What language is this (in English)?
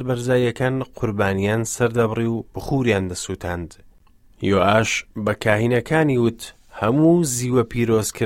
Central Kurdish